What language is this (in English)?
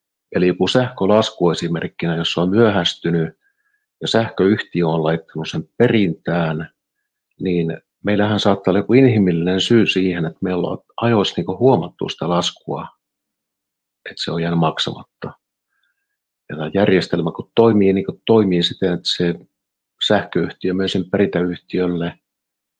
Finnish